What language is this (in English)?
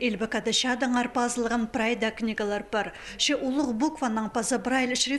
Khakas